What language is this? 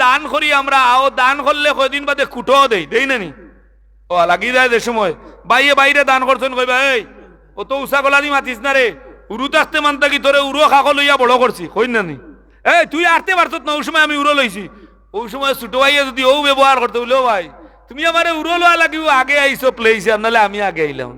Sylheti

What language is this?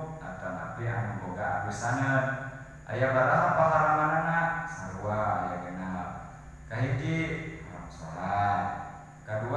Sundanese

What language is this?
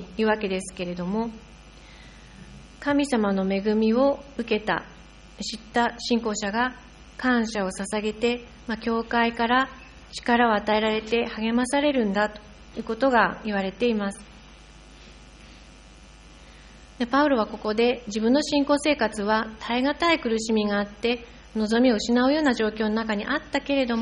Japanese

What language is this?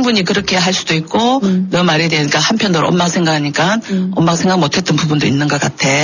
Korean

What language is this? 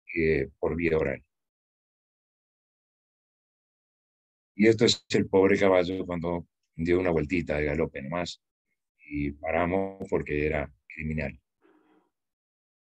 Spanish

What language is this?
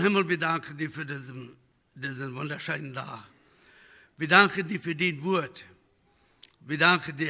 Plautdietsch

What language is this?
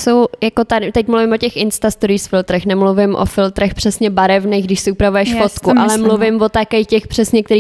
Czech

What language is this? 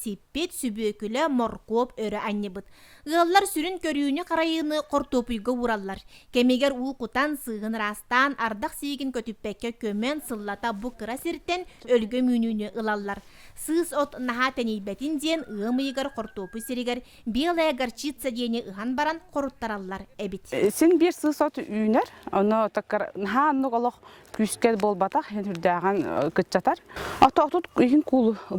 Yakut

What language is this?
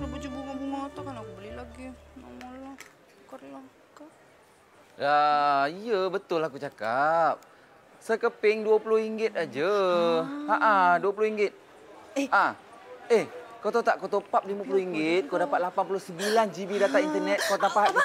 Malay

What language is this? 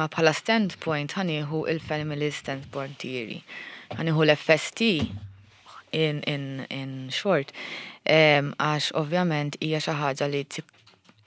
Maltese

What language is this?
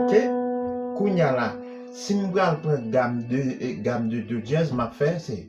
Haitian Creole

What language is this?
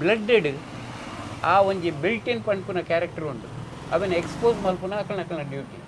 Tulu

